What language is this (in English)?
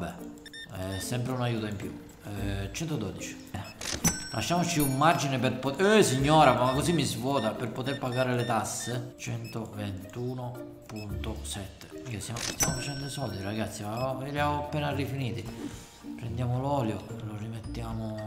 Italian